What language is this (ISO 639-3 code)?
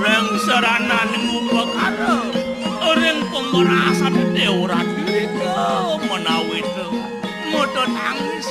ban